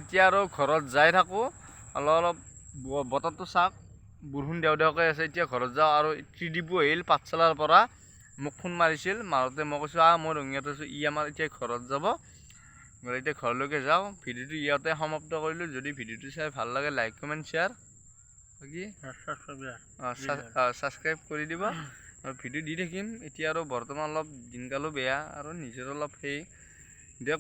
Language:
Assamese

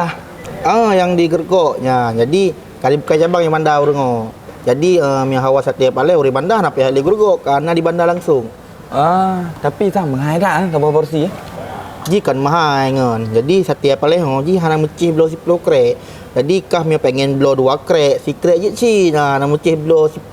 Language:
Achinese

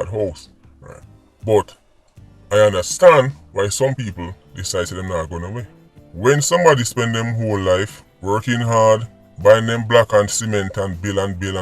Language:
Jamaican Creole English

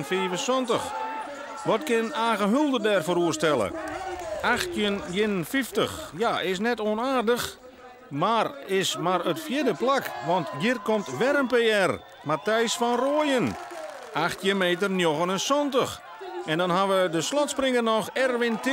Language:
Western Frisian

